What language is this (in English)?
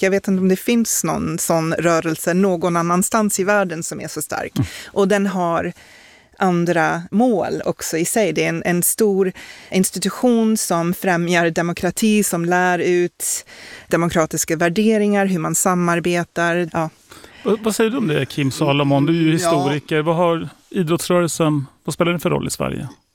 Swedish